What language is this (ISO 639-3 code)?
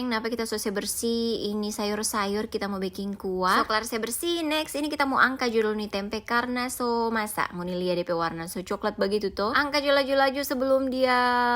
xmm